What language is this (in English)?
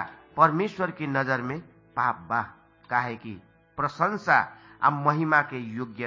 Bhojpuri